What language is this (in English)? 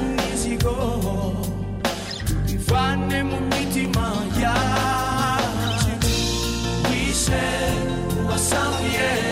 Kinyarwanda